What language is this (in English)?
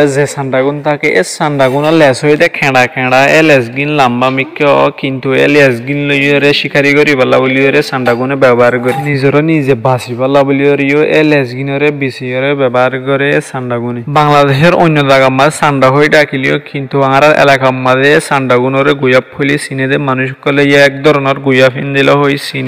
Rohingya